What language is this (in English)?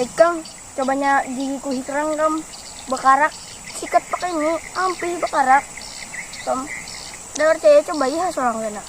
Banjar